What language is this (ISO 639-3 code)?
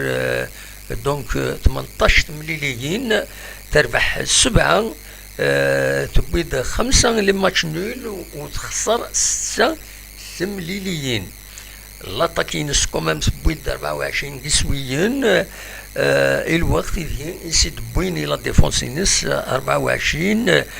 kab